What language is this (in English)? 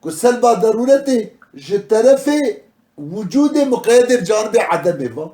Kurdish